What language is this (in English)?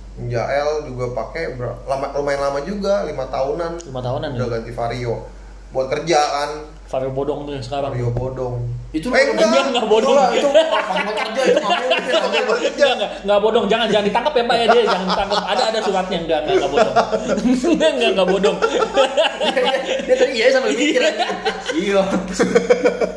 Indonesian